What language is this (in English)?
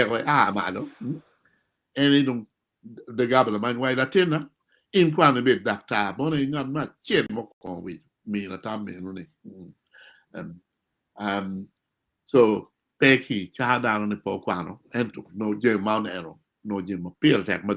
Acoli